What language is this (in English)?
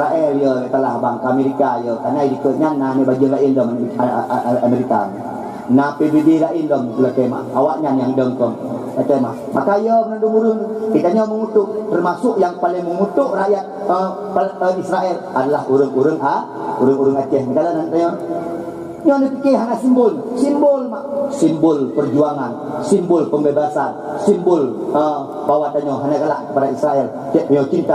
Achinese